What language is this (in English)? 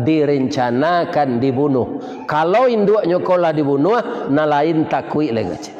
Minangkabau